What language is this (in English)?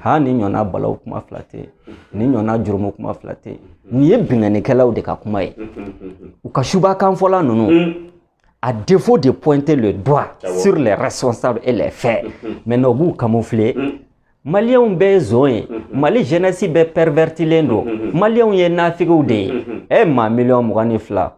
Bambara